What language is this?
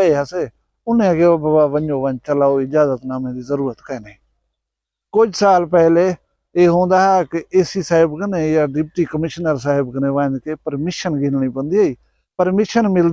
Saraiki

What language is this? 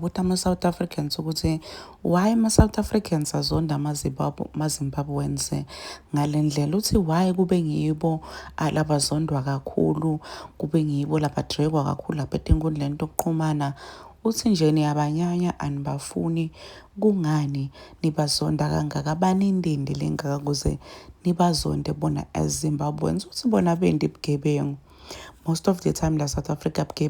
Zulu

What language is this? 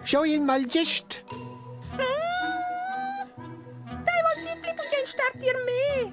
Romansh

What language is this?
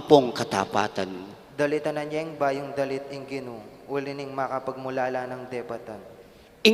Pampanga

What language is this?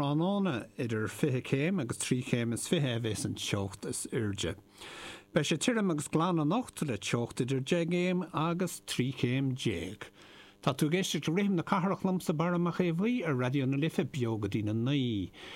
Irish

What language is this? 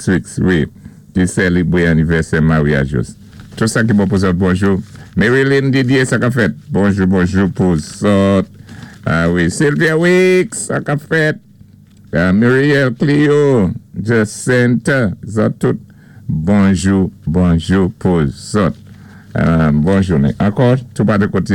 Saint Lucian Creole French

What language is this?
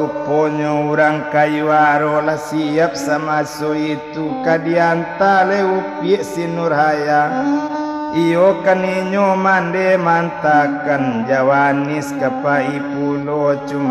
Minangkabau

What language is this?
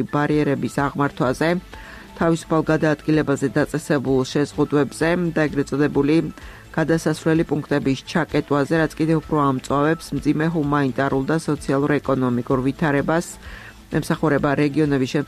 Georgian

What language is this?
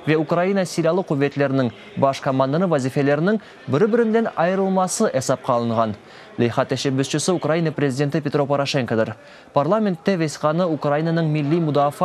Crimean Tatar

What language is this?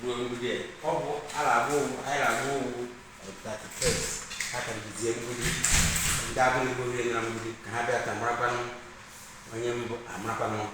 Igbo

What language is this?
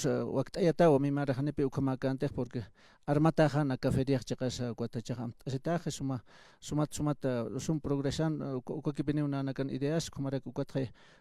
Aymara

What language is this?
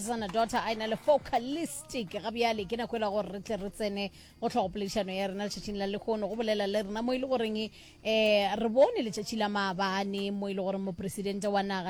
Northern Sotho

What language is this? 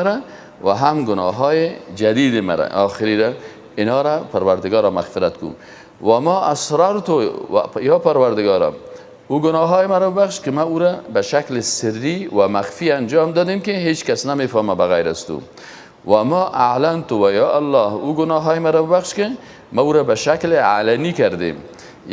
Persian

